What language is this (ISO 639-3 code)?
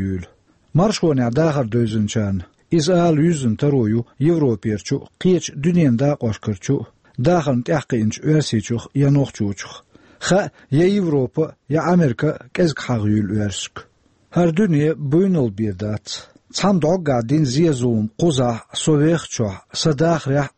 che